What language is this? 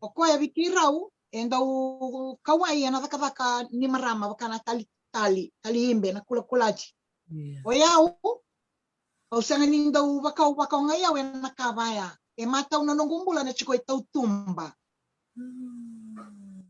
Fijian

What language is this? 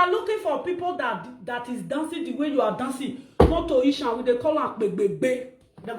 Nigerian Pidgin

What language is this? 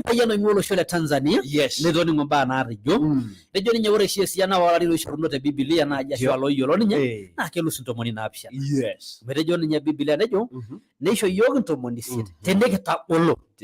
Masai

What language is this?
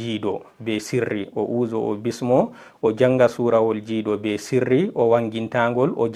Fula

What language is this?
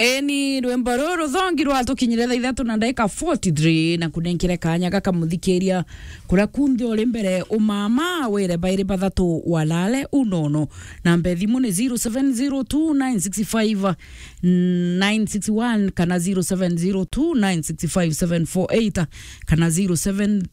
Meru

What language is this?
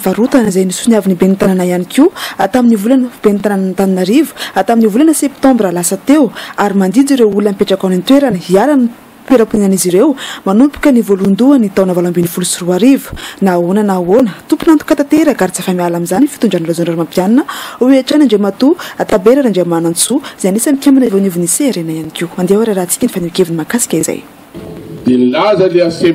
Malagasy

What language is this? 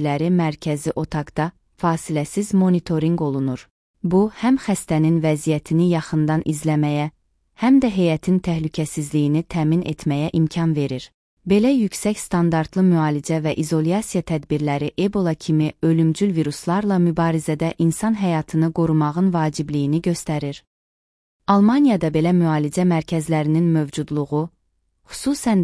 Azerbaijani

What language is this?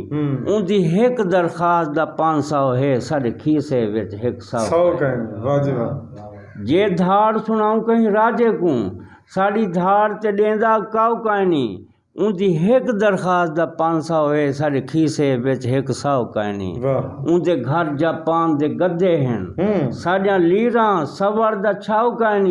Saraiki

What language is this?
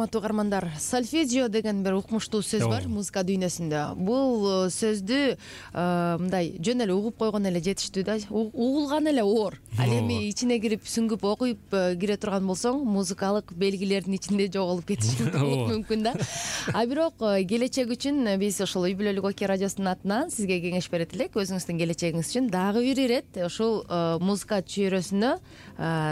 Kyrgyz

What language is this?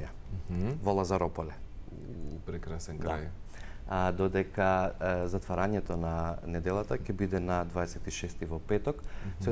Macedonian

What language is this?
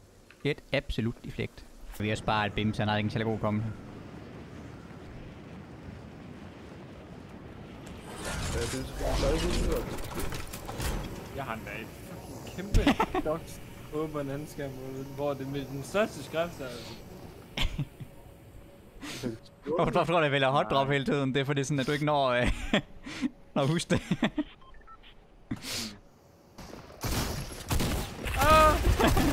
Danish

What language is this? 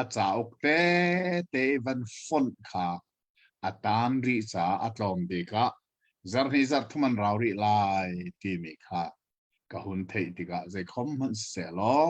Hakha Chin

